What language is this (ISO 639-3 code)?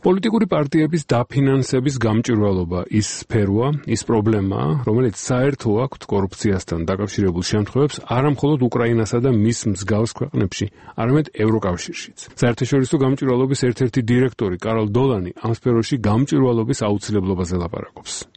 kat